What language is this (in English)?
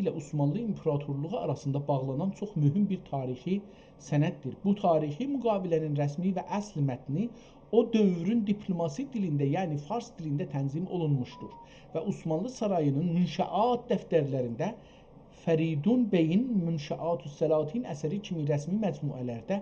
South Azerbaijani